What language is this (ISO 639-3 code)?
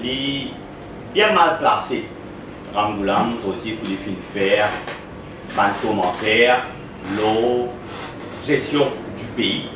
mfe